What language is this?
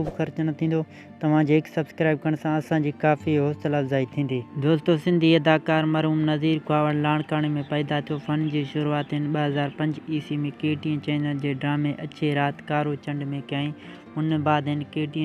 Sindhi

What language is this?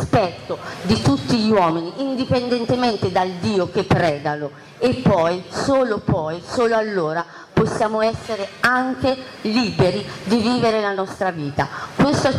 Italian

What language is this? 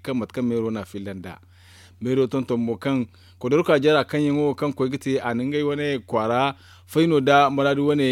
Zarma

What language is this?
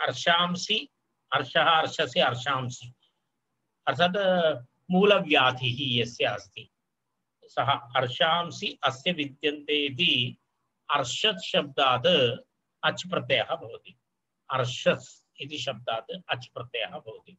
Sanskrit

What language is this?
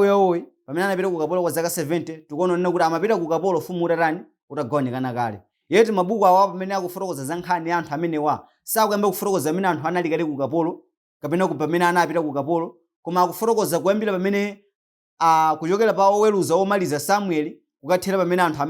Nyanja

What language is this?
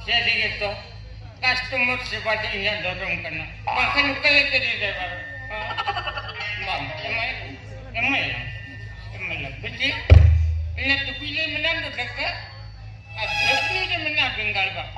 Santali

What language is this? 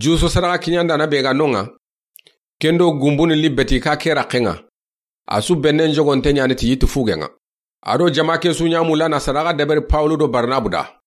Soninke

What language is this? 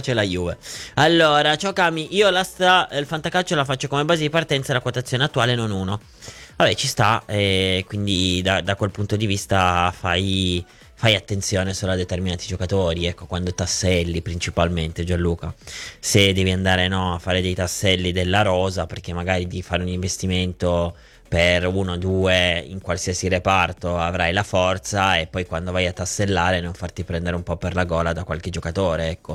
Italian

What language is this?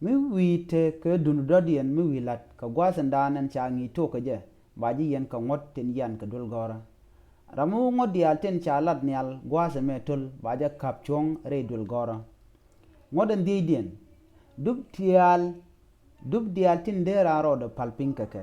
Nuer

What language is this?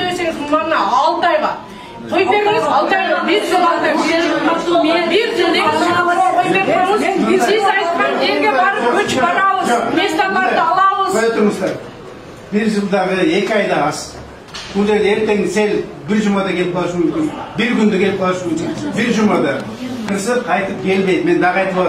Kyrgyz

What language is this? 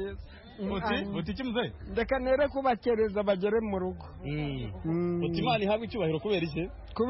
Kinyarwanda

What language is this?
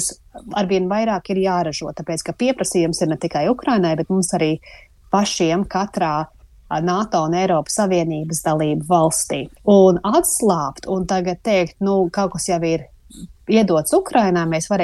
Latvian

